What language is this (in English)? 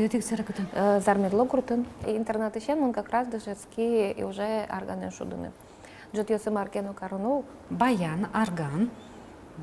Udmurt